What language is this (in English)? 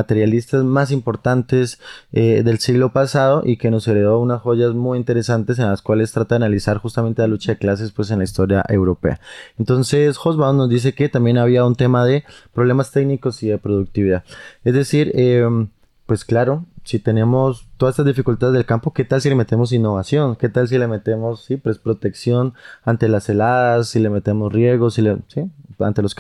Spanish